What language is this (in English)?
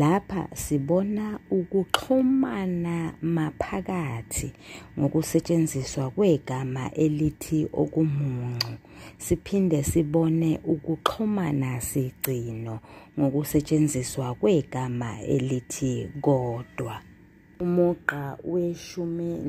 Zulu